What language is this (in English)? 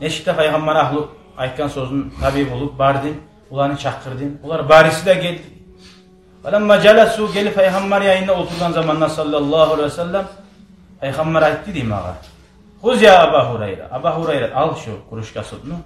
Kumyk